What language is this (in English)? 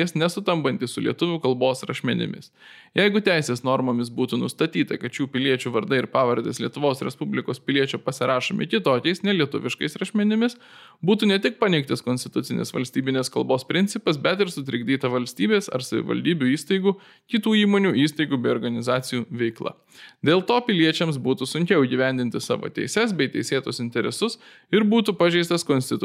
Lithuanian